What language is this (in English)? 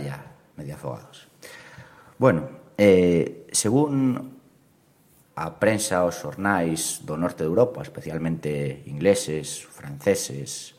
Galician